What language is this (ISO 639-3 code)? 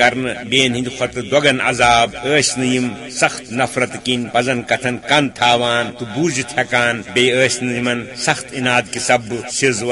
kas